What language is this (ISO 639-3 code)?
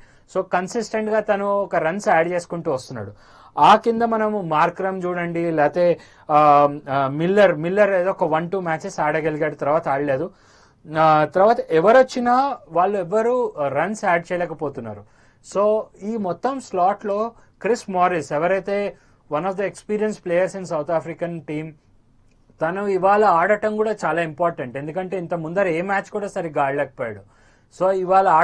tel